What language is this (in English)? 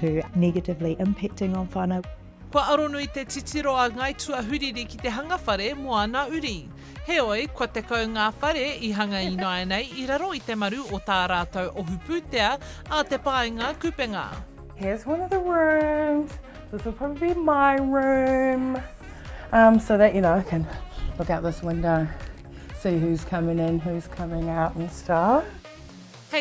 Māori